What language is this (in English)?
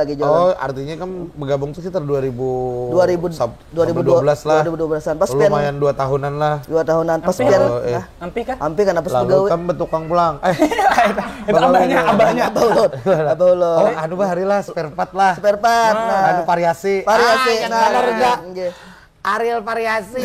Banjar